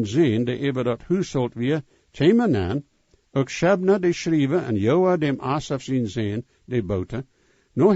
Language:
Plautdietsch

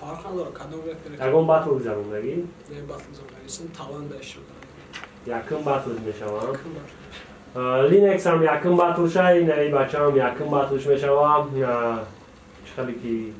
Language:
Tajik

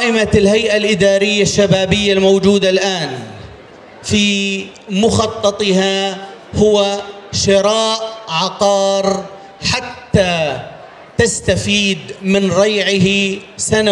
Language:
North Levantine Arabic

